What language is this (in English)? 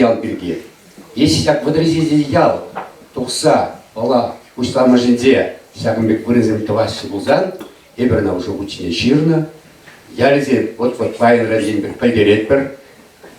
Chuvash